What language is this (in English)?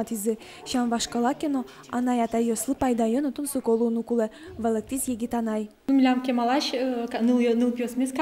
Udmurt